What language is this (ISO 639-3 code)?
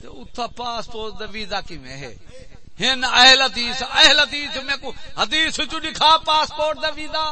skr